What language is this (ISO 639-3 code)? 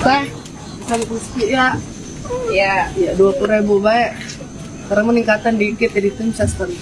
bew